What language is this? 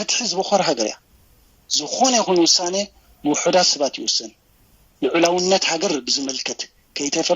Tigrinya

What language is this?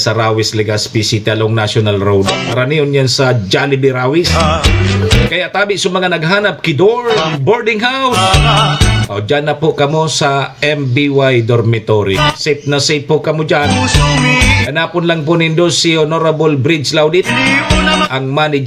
Bikol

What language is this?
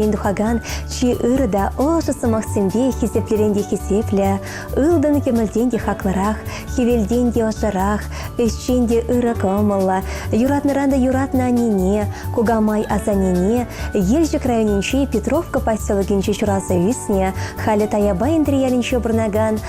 Chuvash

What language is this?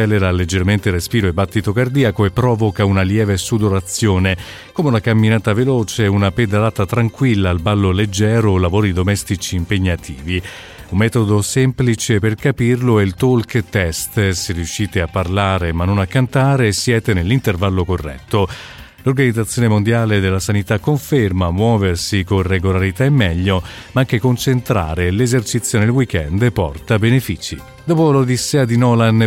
Italian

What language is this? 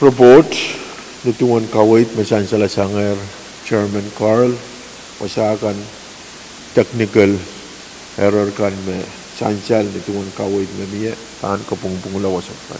Pohnpeian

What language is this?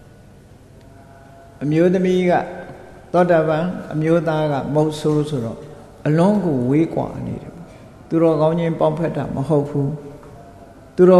Burmese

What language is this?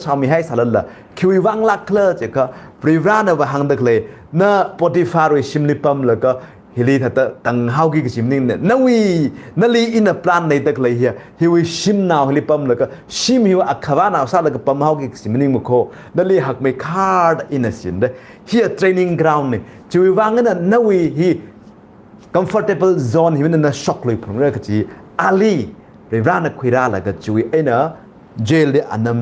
Tangkhul Naga (India)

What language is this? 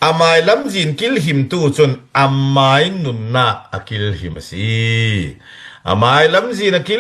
Falam Chin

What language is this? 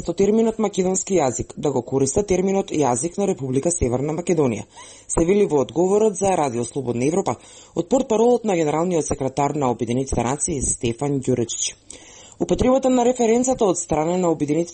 Macedonian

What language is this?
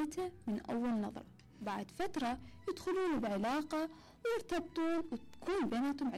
Mesopotamian Arabic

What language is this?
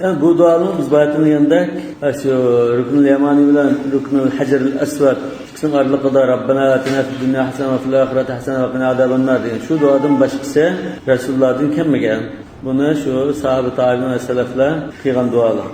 Uyghur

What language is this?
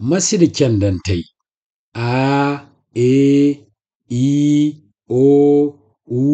Zarma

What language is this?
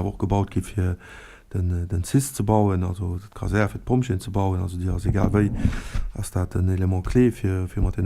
Luxembourgish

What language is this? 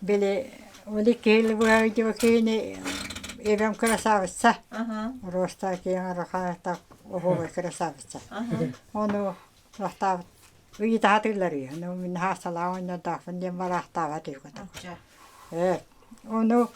Yakut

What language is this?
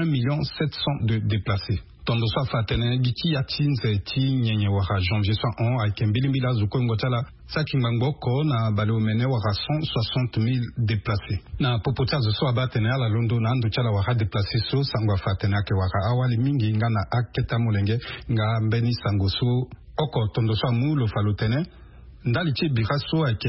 Sango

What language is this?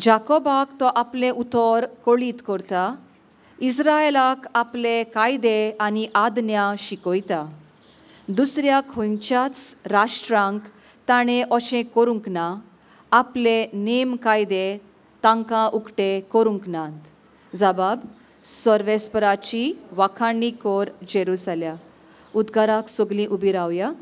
Konkani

